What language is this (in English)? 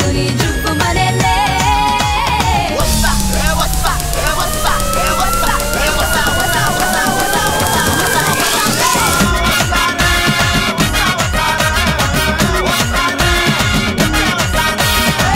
Telugu